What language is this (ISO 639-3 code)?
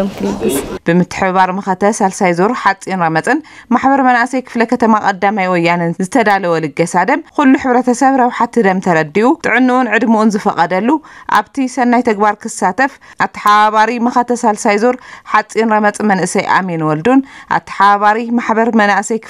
tir